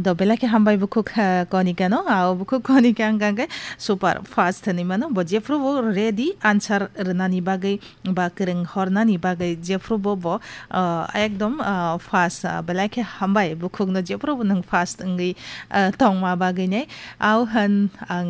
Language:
Kok Borok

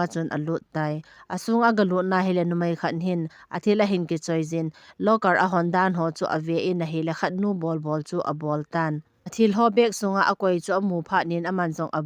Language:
Thado Chin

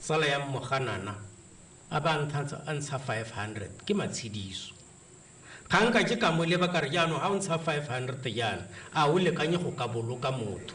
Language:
Tswana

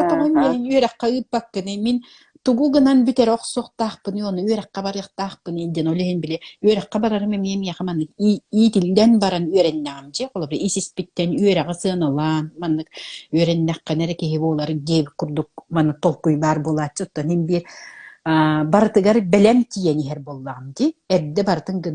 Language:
Yakut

